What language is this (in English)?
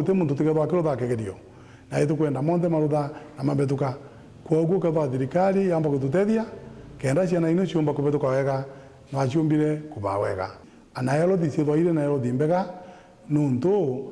Meru